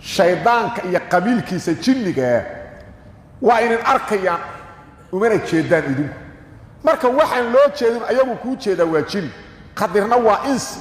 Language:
Somali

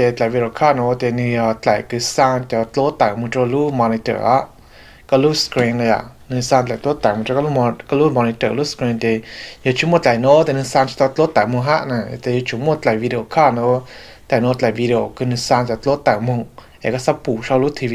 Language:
Hmong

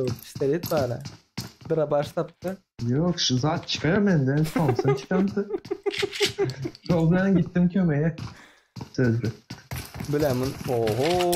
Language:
Turkmen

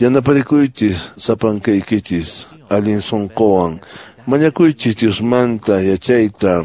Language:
Quechua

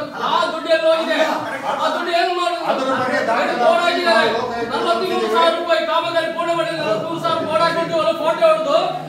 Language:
Kannada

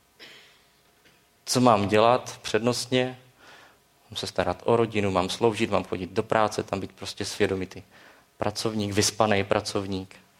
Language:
Czech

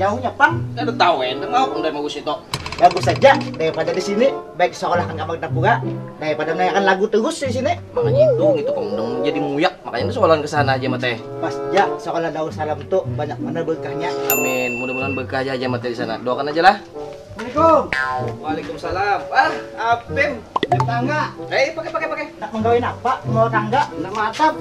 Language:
Banjar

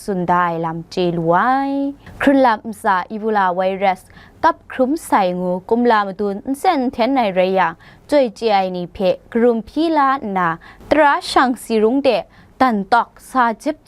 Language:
Kachin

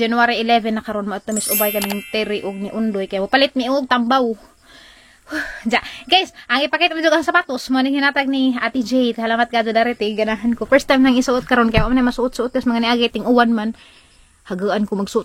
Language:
Cebuano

